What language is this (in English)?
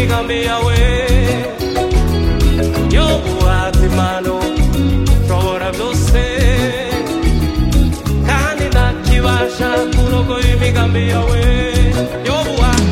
Kinyarwanda